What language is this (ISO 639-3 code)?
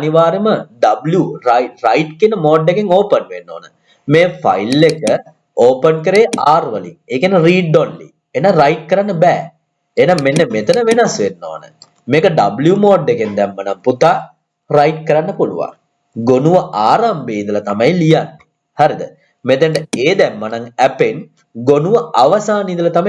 sin